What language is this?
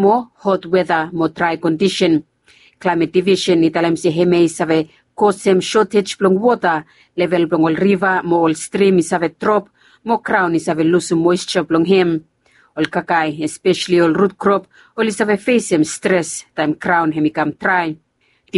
Bislama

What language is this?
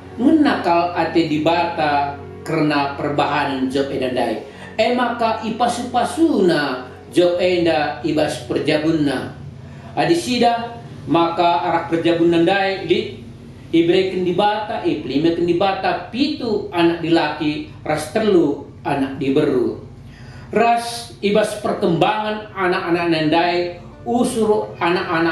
Batak Karo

